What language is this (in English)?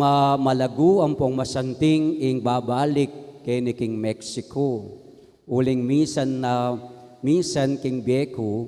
Pampanga